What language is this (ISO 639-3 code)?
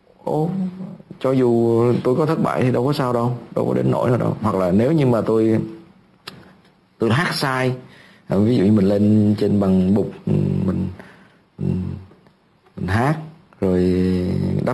vie